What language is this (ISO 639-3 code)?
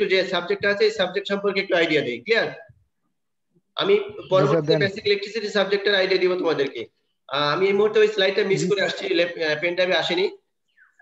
ben